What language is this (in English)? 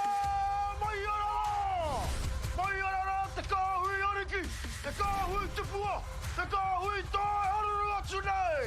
Māori